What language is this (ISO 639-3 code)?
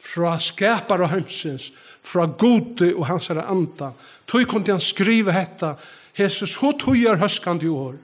fao